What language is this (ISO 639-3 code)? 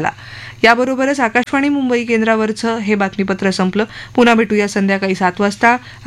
mar